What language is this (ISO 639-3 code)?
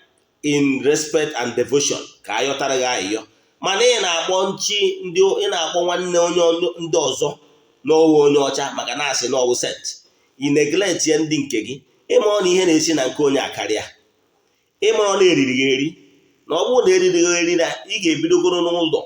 ibo